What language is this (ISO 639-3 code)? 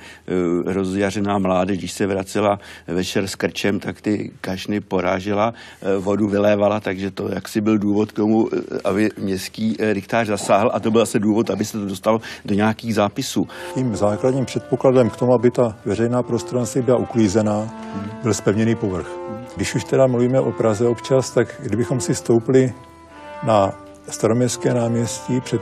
ces